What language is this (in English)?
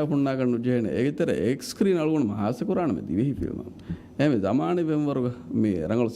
Divehi